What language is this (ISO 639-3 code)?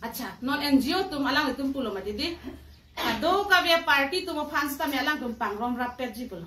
mjw